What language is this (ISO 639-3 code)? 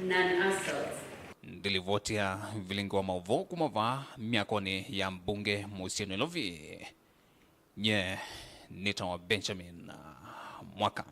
kam